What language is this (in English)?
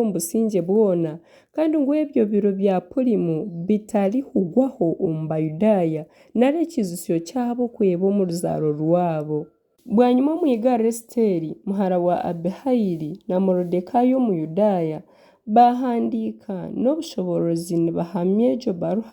Nyankole